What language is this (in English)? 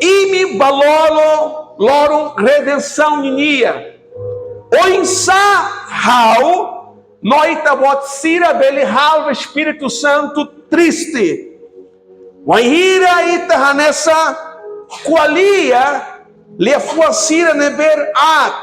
Tetum